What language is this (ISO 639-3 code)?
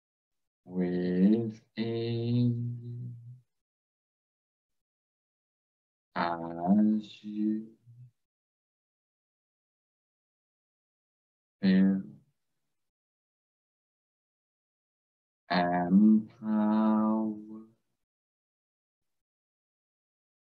eng